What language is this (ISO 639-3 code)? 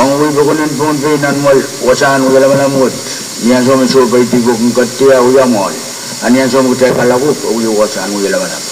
pon